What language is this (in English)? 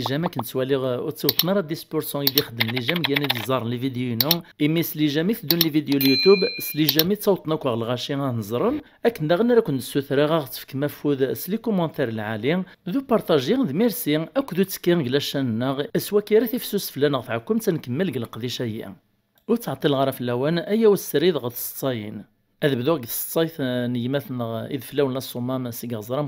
Kabyle